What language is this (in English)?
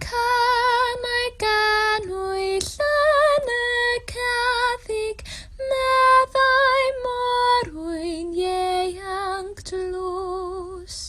Welsh